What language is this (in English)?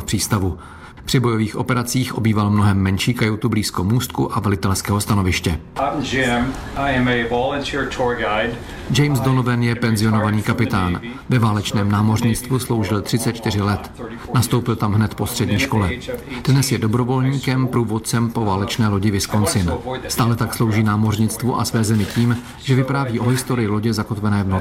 Czech